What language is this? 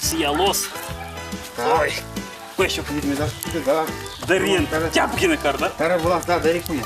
Udmurt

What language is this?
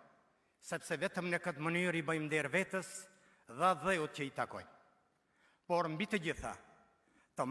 Albanian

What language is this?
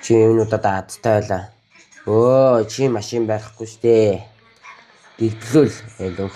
Mongolian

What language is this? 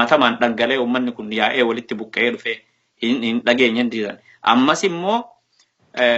Oromo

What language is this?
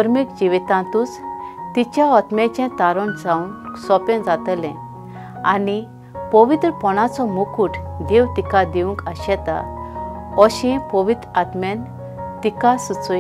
Konkani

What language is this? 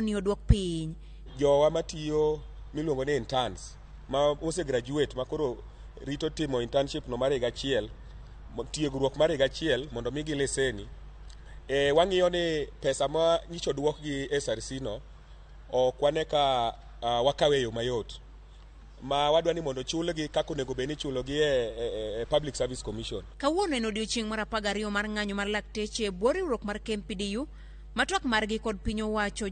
Luo (Kenya and Tanzania)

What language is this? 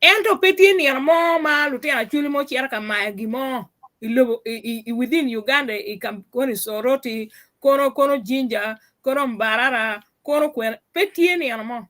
Acoli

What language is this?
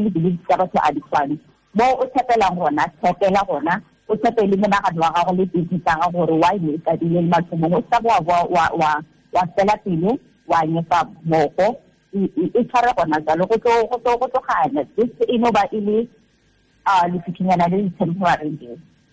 Tswana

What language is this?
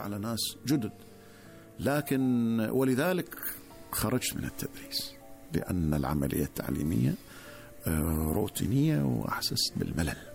Gulf Arabic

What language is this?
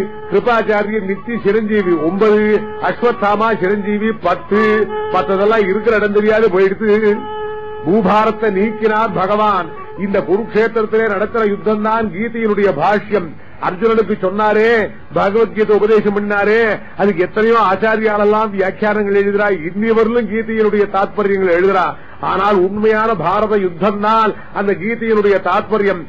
Tamil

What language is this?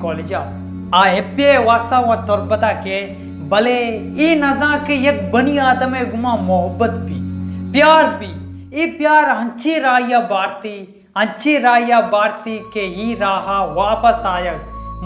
Baluchi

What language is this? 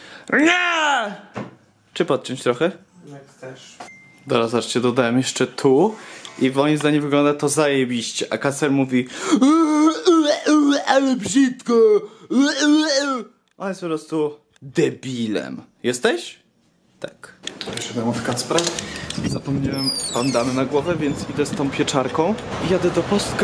Polish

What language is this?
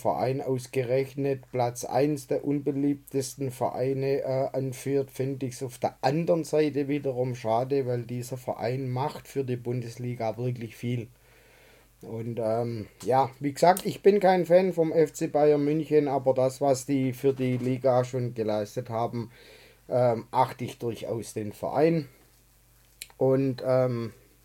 German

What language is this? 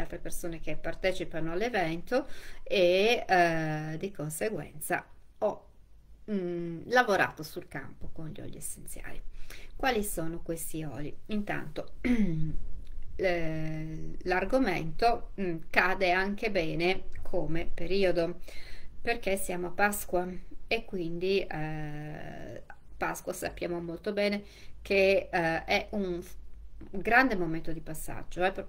Italian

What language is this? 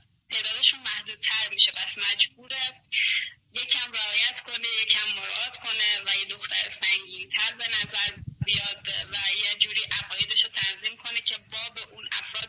Persian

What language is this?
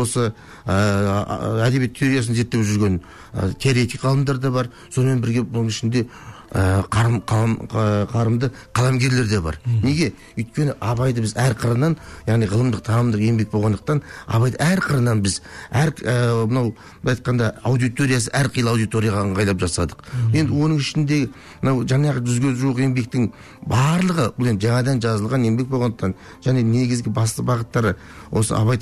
Kazakh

